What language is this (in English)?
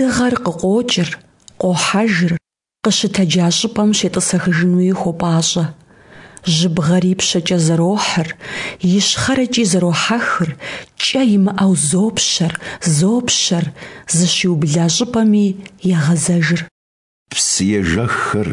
Kabardian